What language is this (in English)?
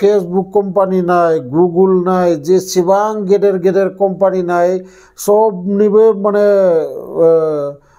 Bodo